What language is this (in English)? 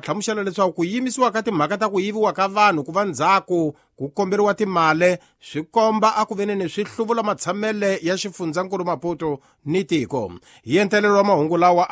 Tsonga